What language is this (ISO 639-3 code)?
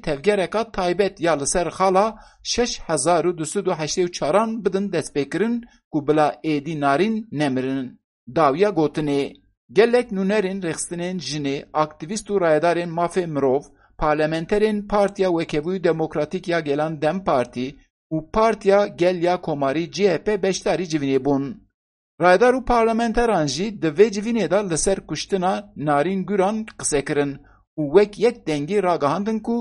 kur